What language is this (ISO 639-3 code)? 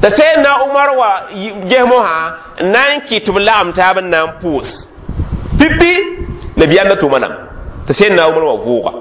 mos